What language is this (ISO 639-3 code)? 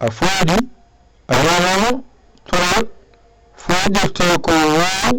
ful